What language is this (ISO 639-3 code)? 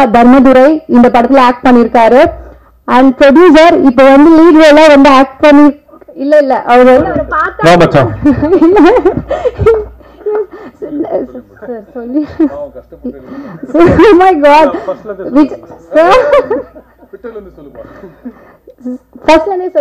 tam